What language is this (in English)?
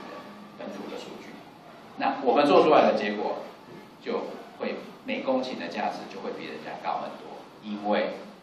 Chinese